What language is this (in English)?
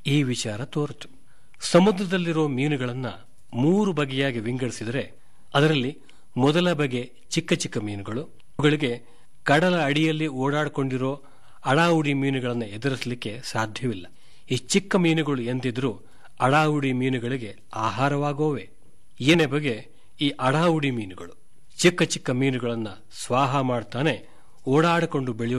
Kannada